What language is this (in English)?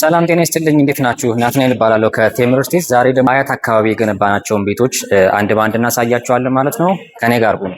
Amharic